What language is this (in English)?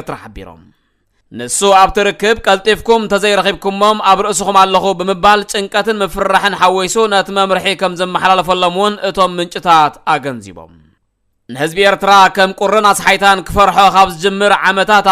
Tigrinya